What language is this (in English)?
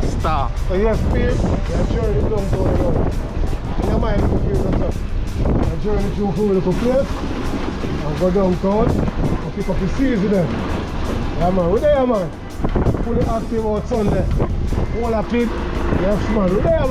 Jamaican Creole English